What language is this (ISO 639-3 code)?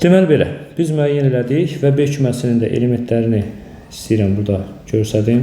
aze